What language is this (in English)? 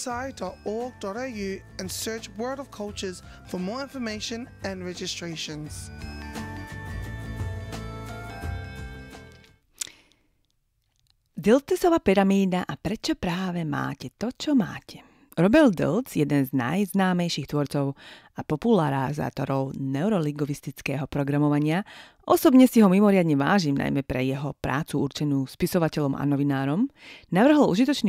Slovak